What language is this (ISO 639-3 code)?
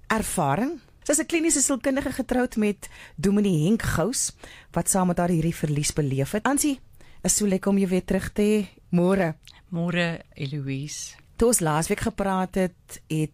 afr